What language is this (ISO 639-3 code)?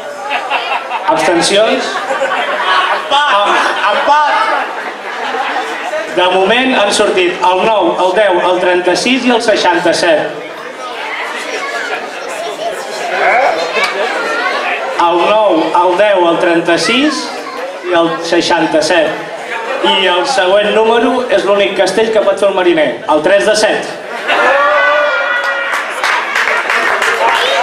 cat